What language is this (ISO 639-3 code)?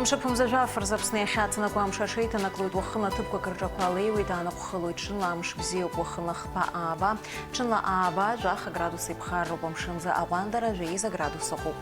abk